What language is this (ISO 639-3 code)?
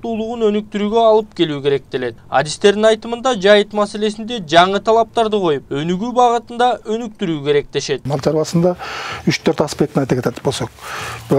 kir